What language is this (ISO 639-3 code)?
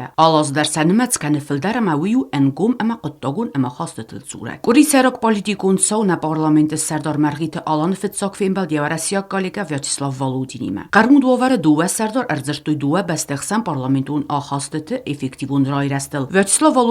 oss